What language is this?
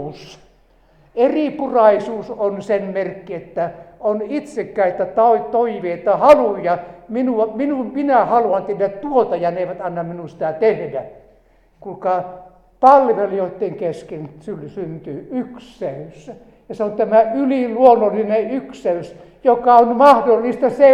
Finnish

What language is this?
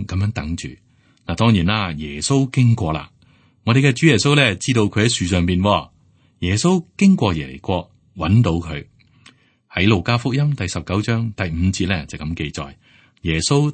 Cantonese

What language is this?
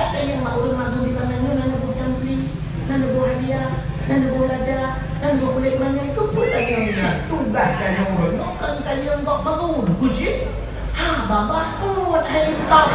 Achinese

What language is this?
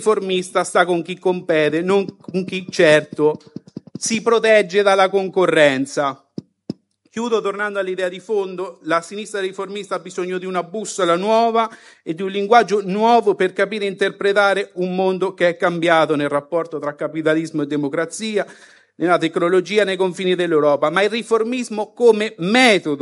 Italian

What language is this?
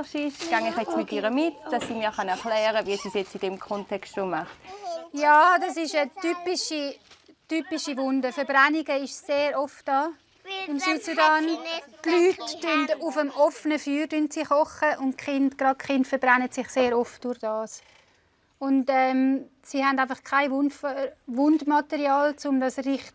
Swiss German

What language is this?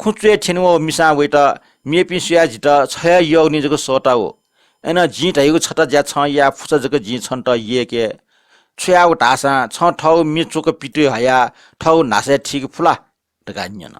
Newari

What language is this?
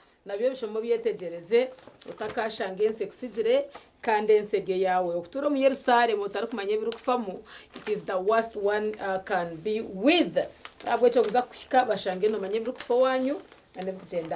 Nyankole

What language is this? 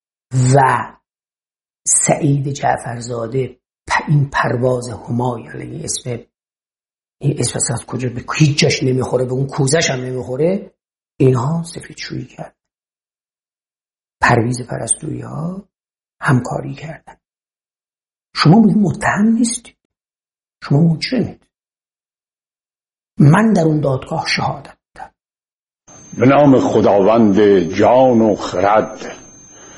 Persian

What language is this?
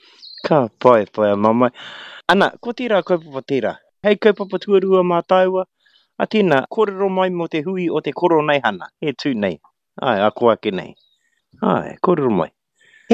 Māori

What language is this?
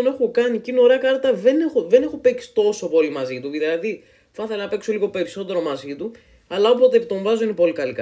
Greek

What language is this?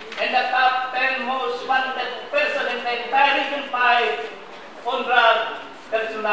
Bikol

